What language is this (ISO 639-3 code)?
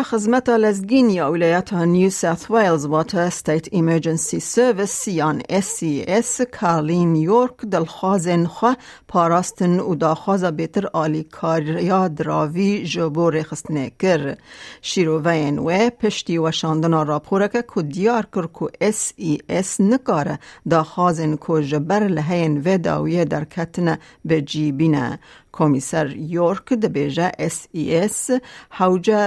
kur